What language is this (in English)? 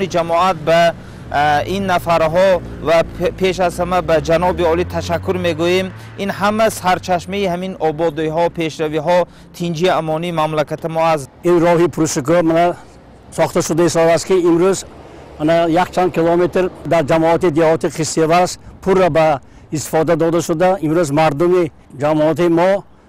Tajik